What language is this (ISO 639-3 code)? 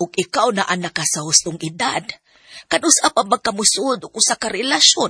ceb